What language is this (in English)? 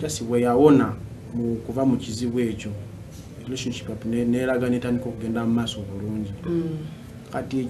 Ganda